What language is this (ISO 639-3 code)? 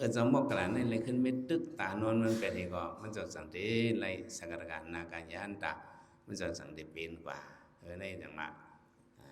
shn